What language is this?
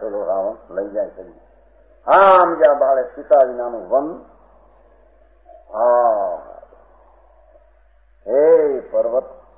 Gujarati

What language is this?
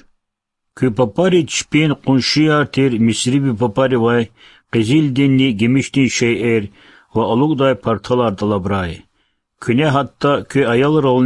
Lezghian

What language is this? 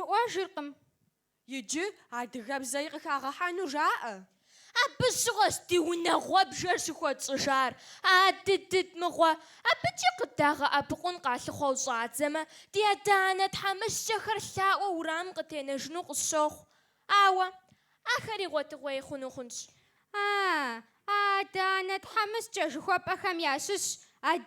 Kabardian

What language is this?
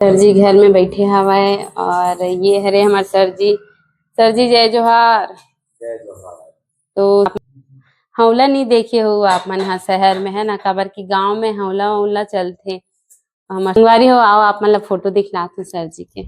Chhattisgarhi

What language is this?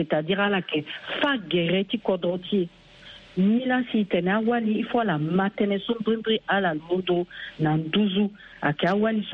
Sango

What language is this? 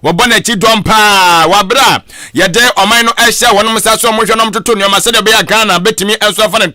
Akan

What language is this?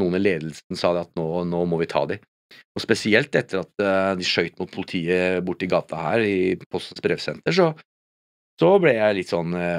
Norwegian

